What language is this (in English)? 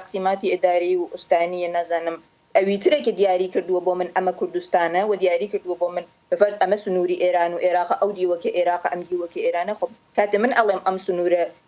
Central Kurdish